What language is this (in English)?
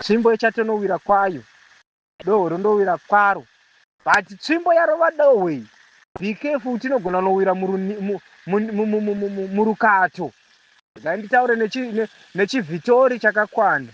Shona